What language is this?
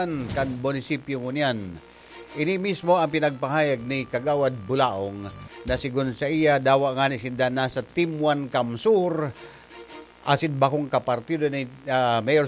Bikol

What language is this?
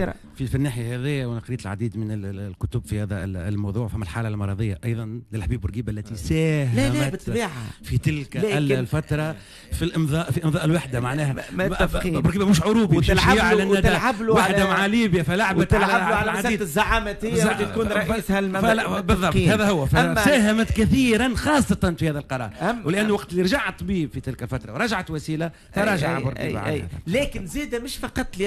Tunisian Arabic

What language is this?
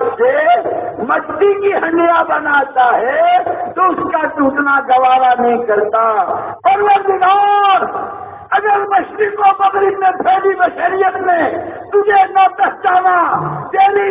Urdu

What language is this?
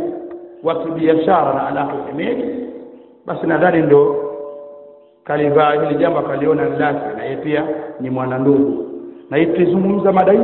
Swahili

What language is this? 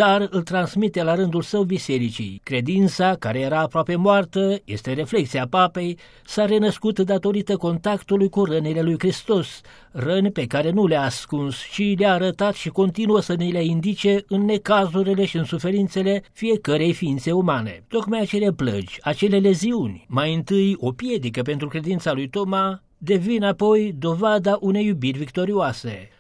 Romanian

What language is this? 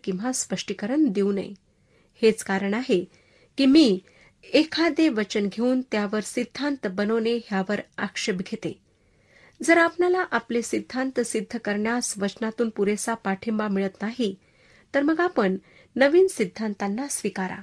Marathi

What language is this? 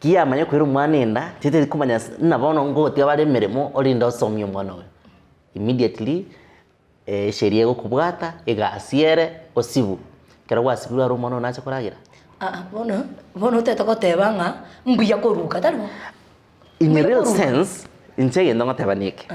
Gusii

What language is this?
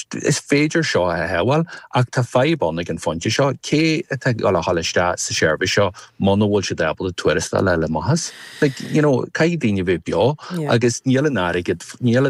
Irish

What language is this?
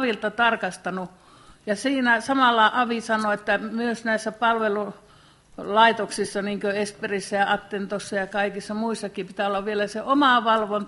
Finnish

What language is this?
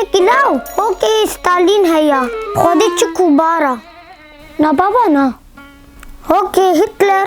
Kurdish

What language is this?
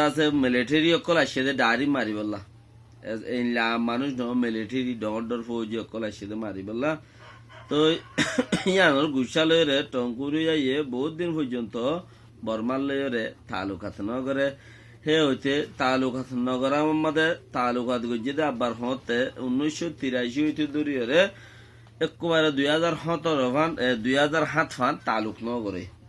Rohingya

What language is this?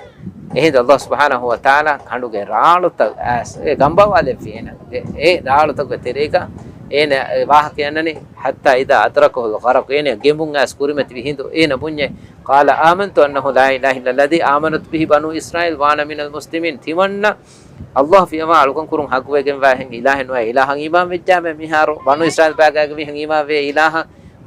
Divehi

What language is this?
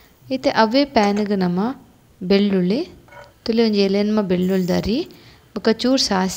Tulu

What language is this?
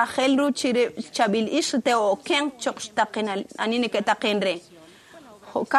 Kekchí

